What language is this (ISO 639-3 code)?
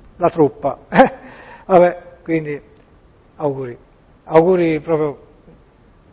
ita